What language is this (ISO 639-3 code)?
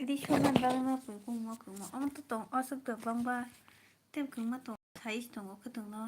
trp